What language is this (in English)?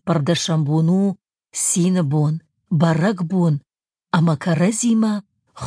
Ossetic